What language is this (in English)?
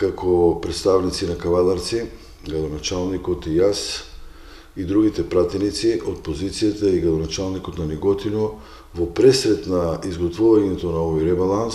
Macedonian